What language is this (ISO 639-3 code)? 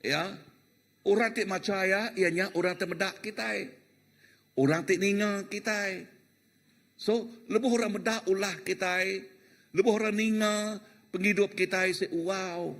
iba